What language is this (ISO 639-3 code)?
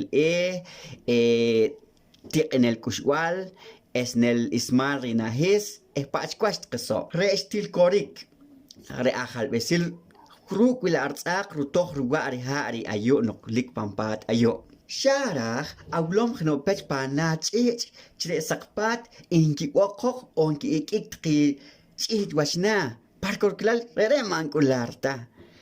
poh